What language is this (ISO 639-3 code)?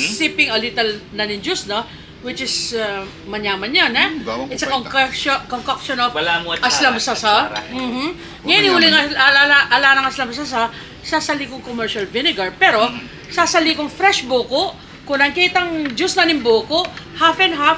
pam